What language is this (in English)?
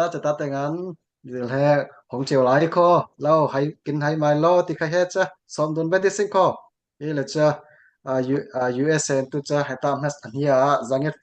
Falam Chin